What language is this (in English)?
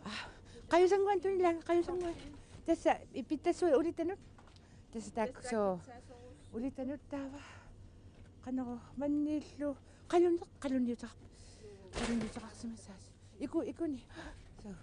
Kalaallisut